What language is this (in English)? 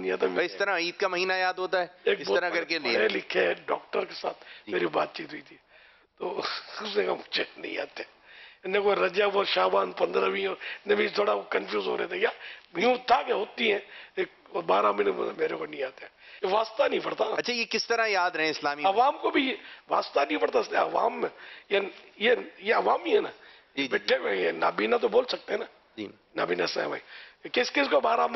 Urdu